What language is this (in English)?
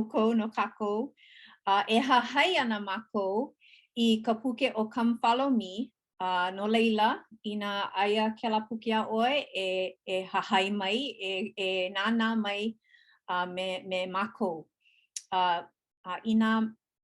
Hawaiian